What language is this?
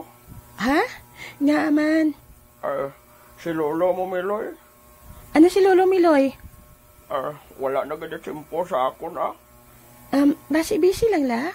Hiligaynon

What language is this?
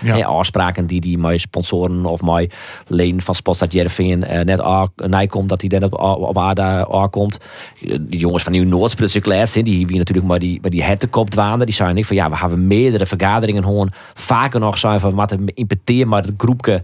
Western Frisian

